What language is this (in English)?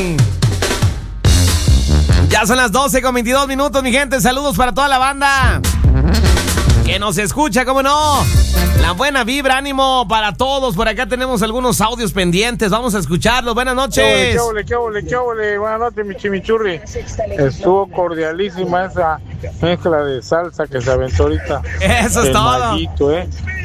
Spanish